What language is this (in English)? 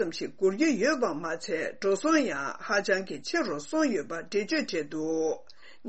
Tibetan